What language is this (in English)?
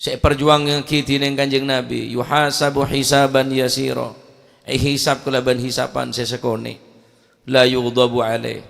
Madurese